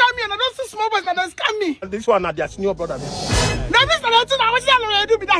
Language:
Nigerian Pidgin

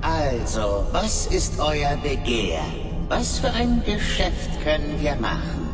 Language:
Bavarian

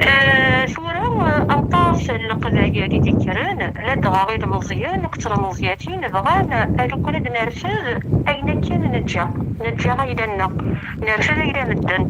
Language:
Kabyle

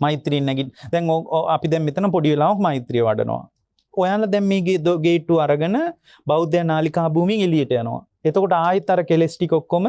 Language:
Sinhala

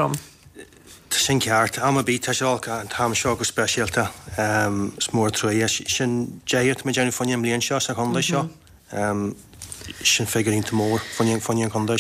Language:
Irish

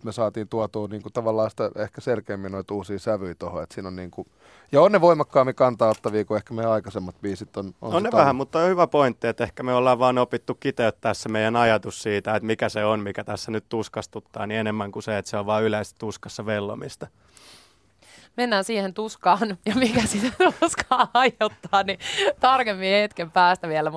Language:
Finnish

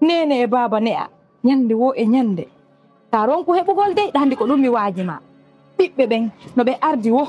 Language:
Fula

